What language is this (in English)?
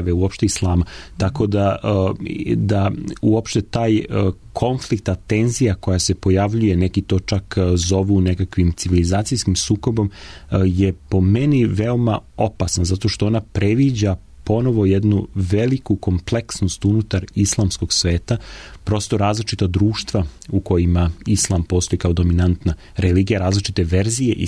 Serbian